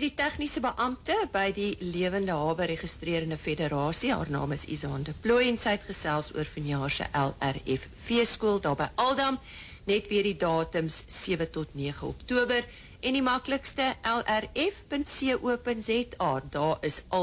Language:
Afrikaans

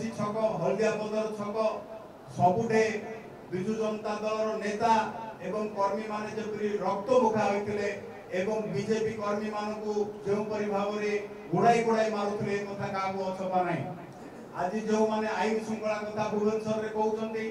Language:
Odia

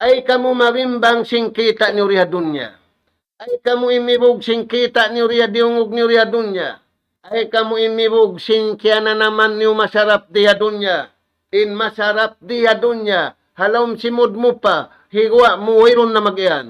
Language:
Tausug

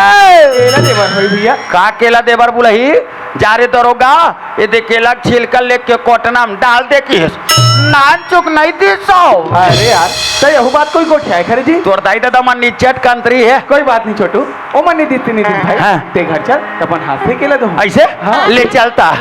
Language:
Chhattisgarhi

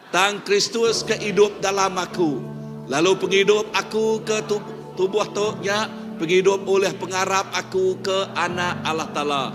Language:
Iban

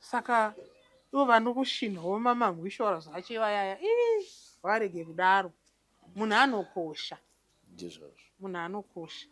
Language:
Shona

